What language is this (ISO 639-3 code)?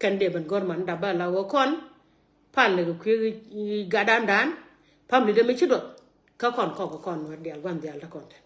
nus